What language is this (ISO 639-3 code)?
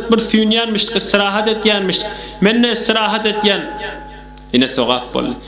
tuk